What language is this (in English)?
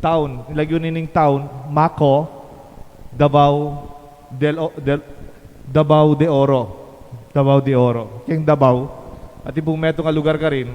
Pampanga